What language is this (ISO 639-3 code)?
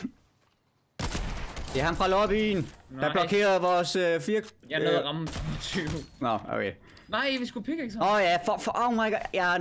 dan